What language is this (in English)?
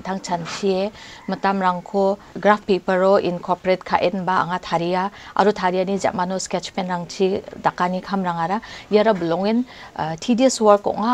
Garo